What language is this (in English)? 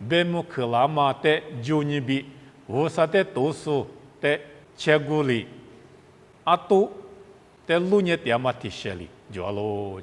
Lisu